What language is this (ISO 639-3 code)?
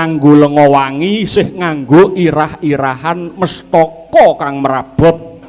jav